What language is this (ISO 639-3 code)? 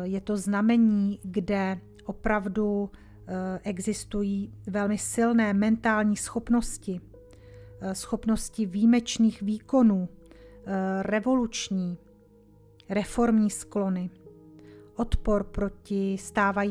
ces